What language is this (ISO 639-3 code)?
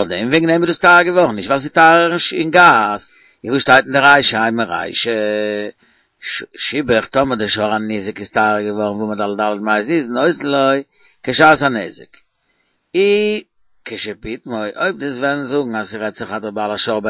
yid